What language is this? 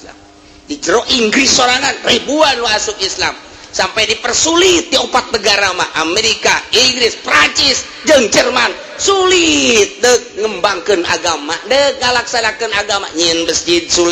Sundanese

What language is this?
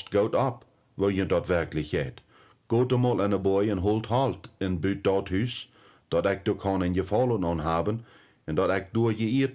Plautdietsch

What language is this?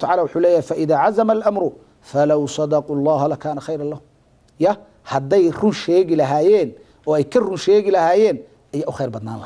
Somali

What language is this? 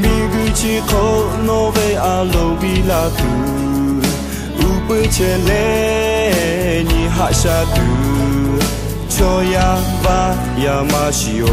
Lahu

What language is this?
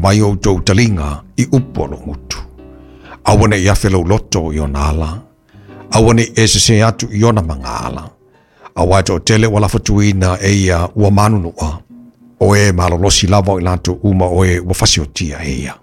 Samoan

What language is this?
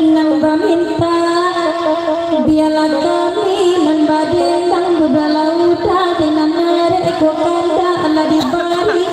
Minangkabau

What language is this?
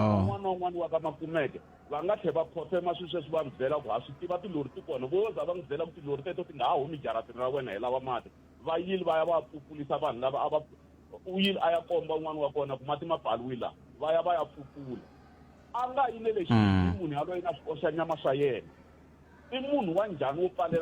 Tsonga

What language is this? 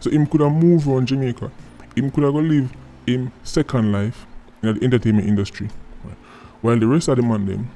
Jamaican Creole English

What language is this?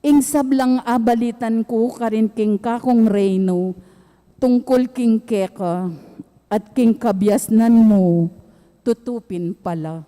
Pampanga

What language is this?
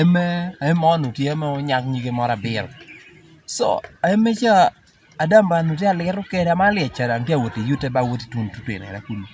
Lango (Uganda)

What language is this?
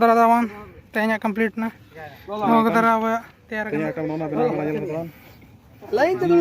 Santali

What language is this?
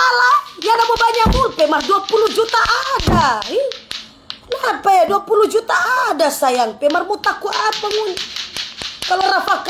Manado Malay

